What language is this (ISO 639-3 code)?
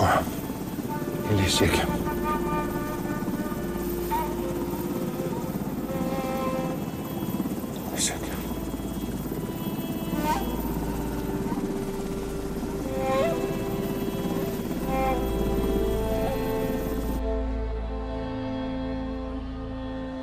tur